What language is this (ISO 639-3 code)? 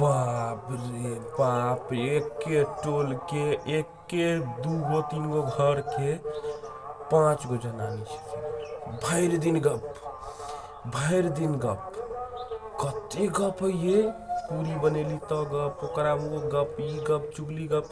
mai